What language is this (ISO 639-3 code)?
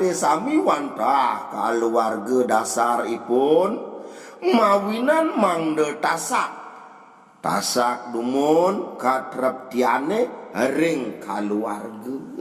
ban